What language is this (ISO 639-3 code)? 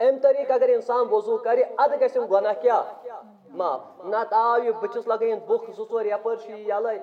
kas